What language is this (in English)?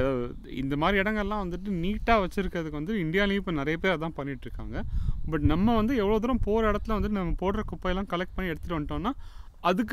Tamil